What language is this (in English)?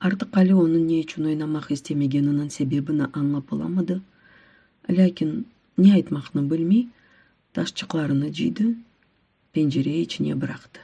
Crimean Tatar